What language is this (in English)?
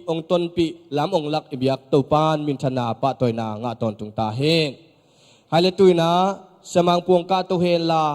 Tedim Chin